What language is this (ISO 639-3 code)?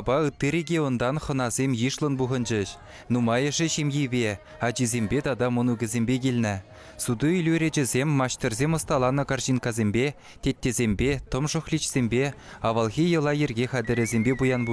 chv